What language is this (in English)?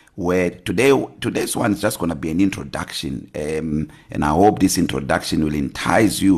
English